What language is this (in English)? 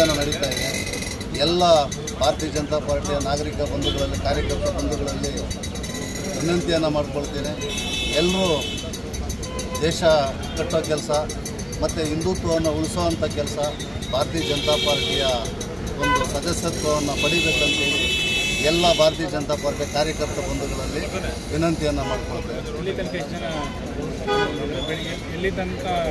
Kannada